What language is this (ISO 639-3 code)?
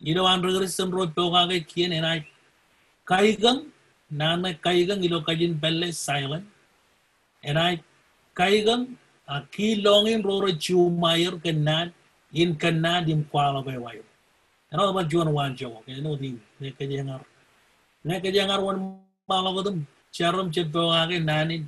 mah